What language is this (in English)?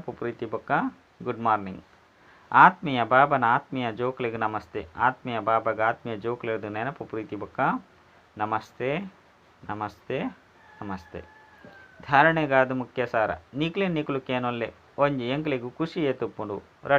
Tulu